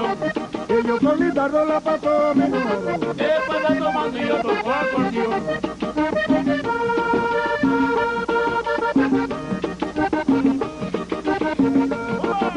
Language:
Spanish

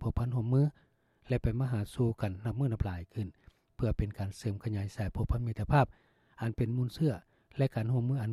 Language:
Lao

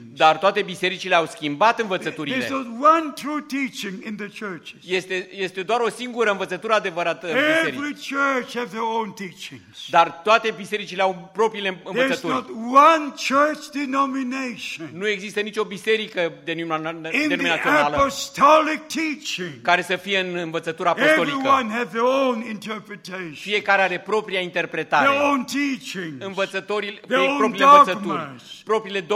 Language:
Romanian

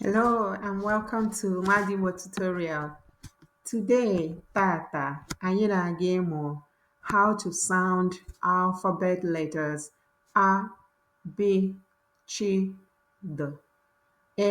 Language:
Igbo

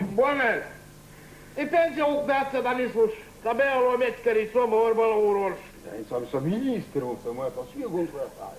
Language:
Chechen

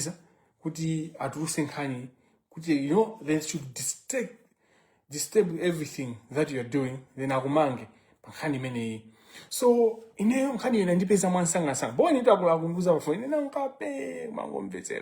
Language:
Nyanja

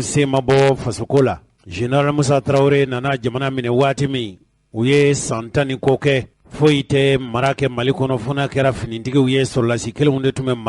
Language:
Bambara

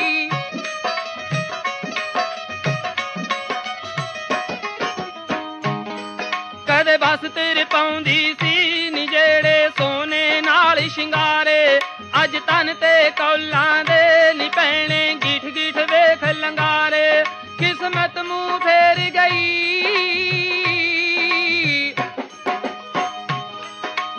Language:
Punjabi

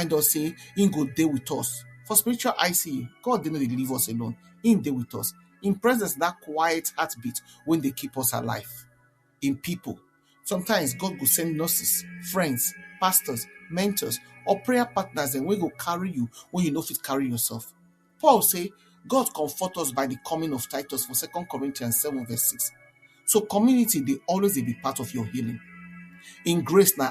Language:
Nigerian Pidgin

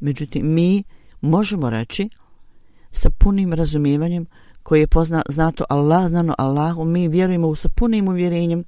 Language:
Bosnian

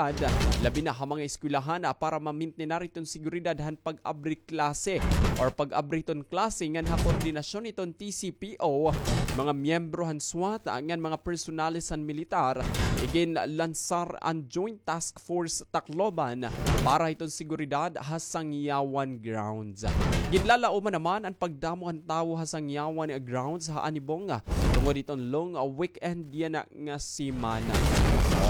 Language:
Waray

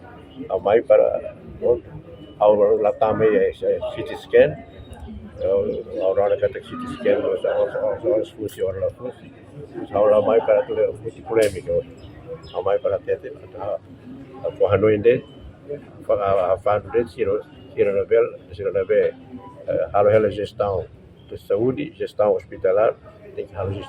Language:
Tetum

